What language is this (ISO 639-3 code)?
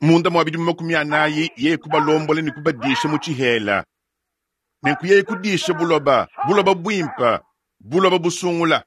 lua